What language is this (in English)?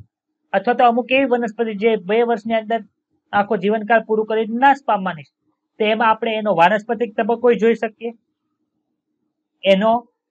Gujarati